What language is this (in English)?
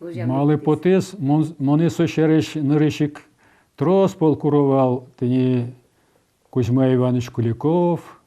Udmurt